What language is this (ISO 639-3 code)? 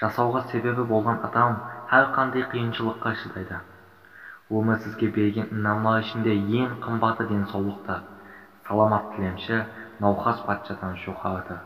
kaa